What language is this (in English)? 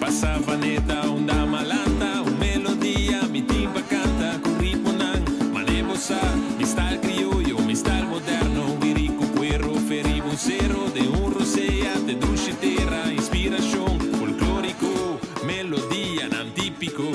Papiamento